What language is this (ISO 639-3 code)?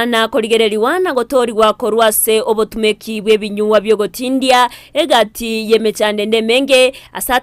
guz